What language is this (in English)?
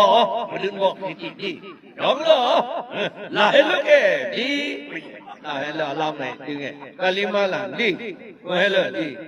Karbi